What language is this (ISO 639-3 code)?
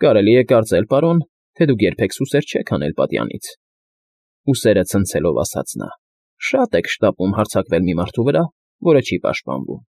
hye